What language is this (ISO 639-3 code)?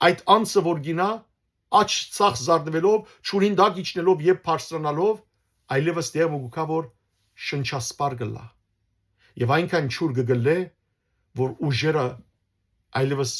hyw